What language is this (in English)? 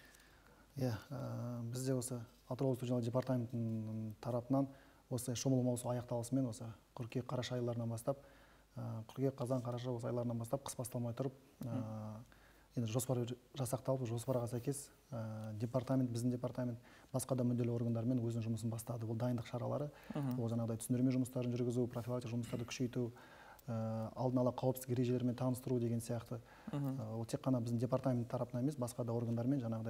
Kazakh